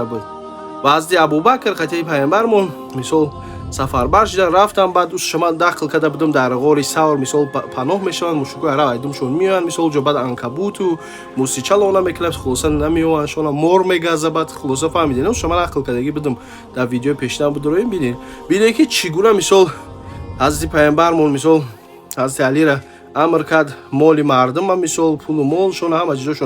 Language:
Tajik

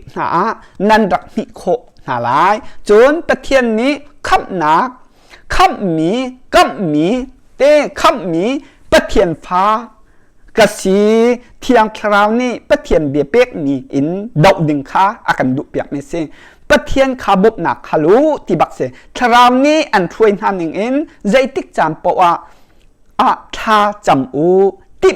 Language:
Hakha Chin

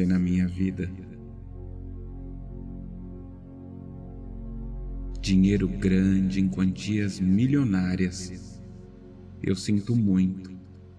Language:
Portuguese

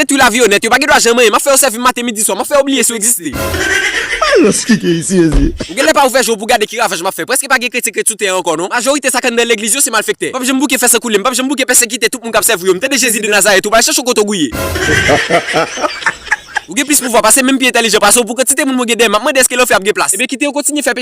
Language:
Haitian Creole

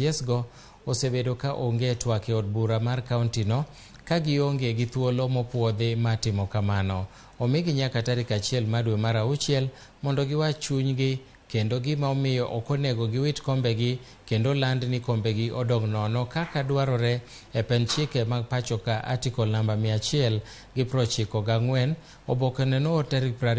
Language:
Luo (Kenya and Tanzania)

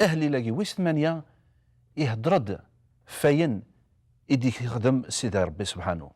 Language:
Kabyle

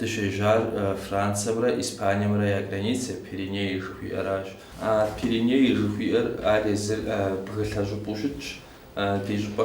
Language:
Kabardian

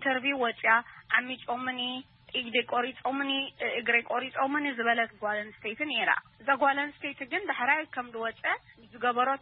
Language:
Tigrinya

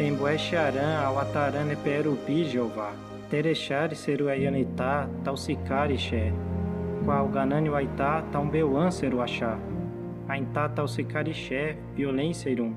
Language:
Nheengatu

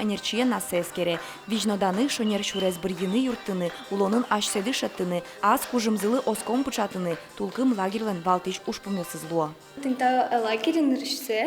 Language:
Udmurt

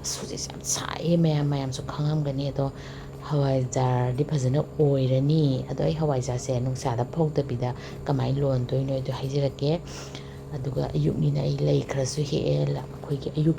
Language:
Manipuri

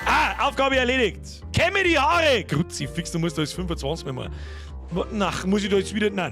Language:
Bavarian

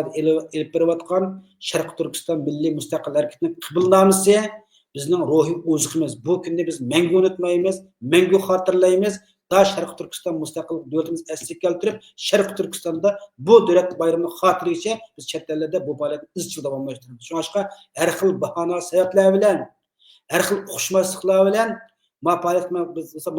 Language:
Uyghur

